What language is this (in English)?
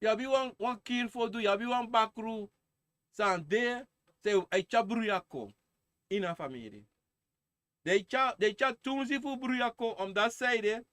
Sranan Tongo